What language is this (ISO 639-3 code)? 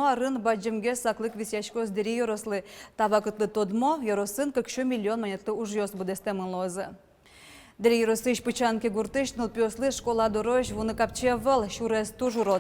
udm